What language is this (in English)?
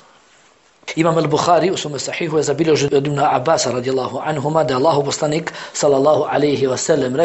Bosnian